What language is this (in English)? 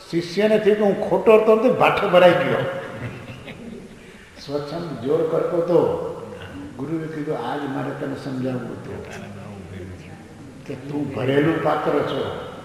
Gujarati